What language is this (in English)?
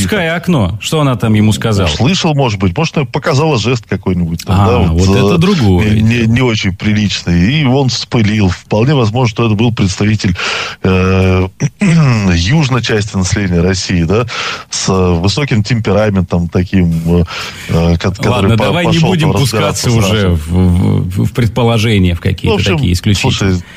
Russian